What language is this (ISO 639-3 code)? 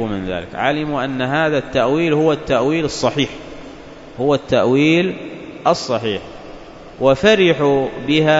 ara